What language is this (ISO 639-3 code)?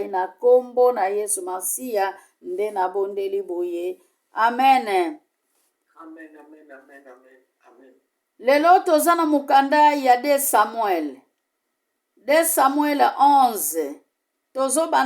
lin